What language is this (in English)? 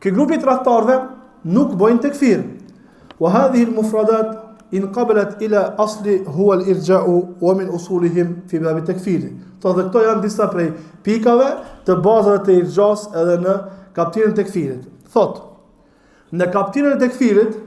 Albanian